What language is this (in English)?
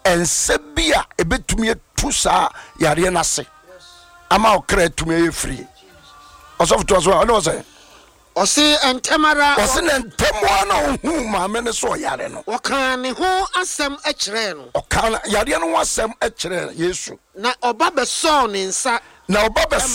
Akan